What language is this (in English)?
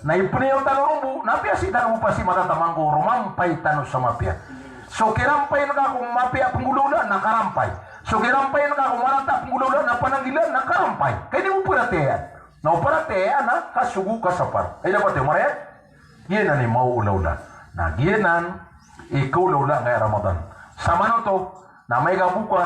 Maranao